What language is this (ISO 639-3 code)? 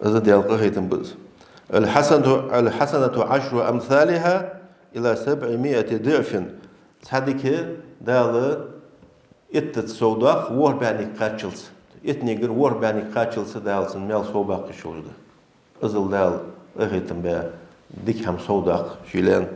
inh